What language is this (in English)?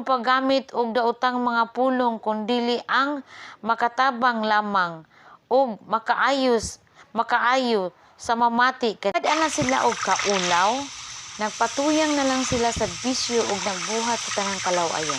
Cebuano